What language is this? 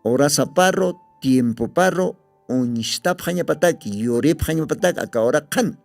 Aymara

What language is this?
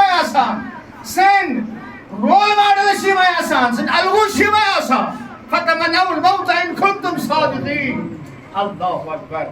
Kashmiri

